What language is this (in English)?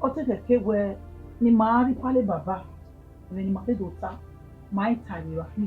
Bini